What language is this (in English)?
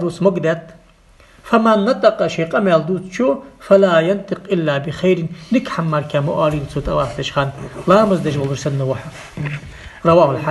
Ingush